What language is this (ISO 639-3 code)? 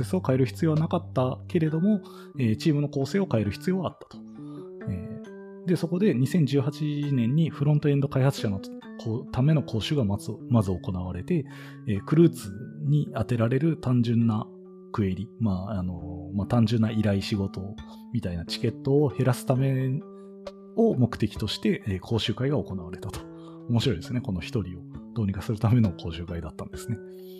jpn